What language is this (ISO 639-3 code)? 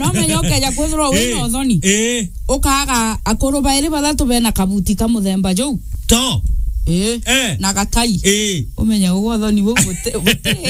mer